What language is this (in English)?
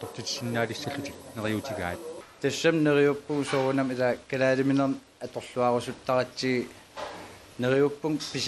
Kalaallisut